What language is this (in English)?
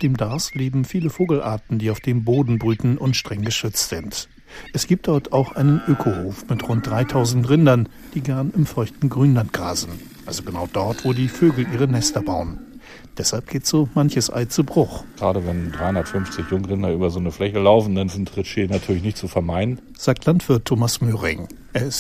German